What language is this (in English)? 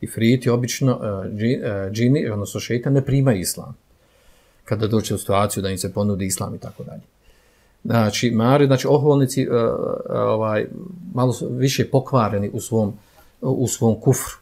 Bosnian